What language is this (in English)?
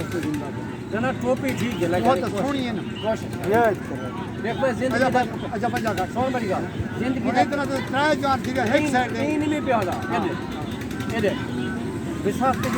Saraiki